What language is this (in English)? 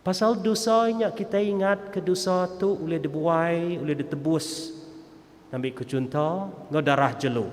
Iban